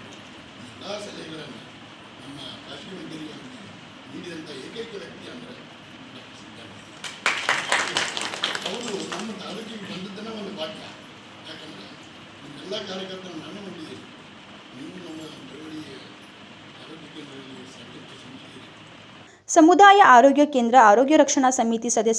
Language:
Kannada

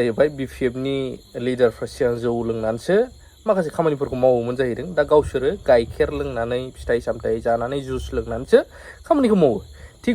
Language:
Bodo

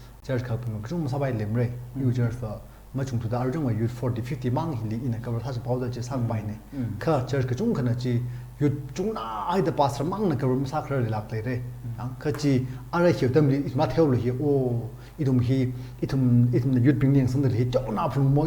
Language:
Tangkhul Naga (India)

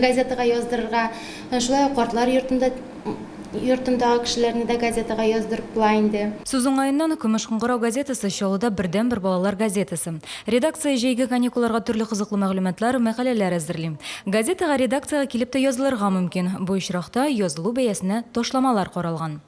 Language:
Tatar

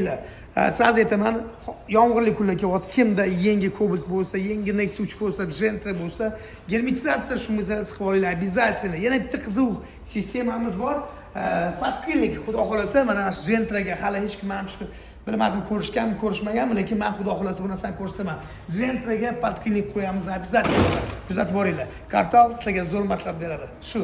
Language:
Uzbek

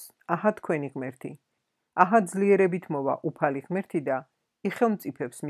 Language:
Georgian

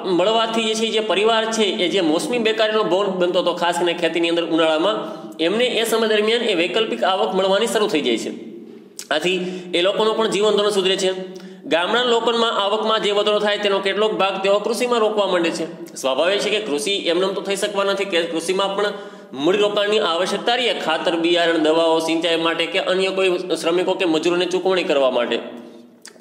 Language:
Gujarati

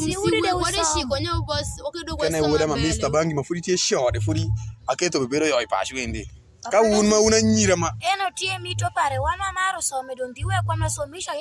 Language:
Alur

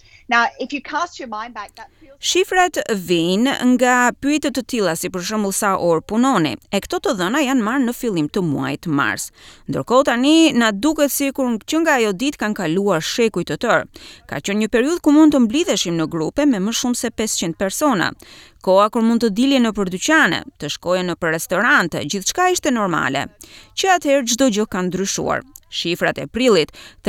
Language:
Albanian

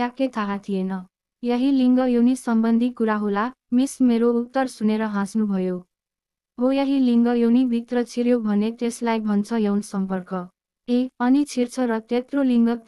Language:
Nepali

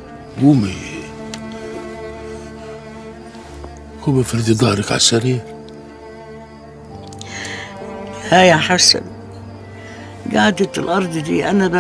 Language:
Egyptian Arabic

